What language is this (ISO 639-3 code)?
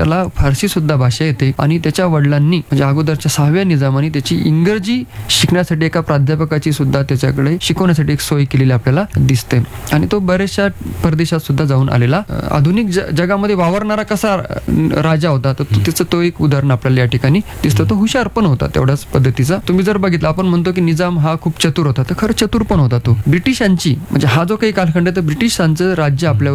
mar